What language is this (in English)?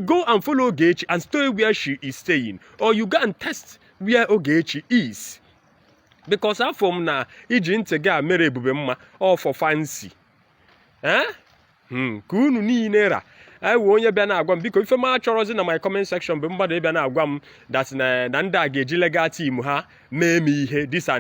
Igbo